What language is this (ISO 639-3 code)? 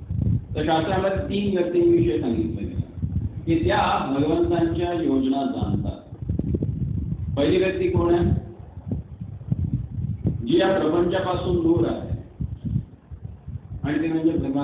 mar